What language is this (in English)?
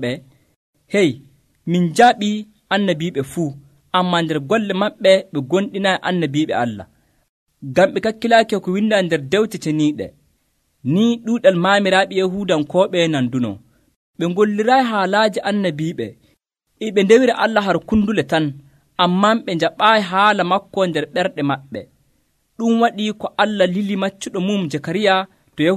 Nigerian Fulfulde